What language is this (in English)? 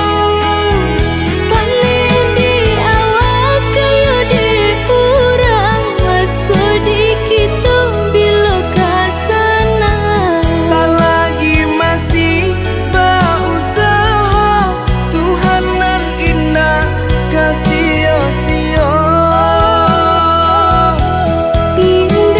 Indonesian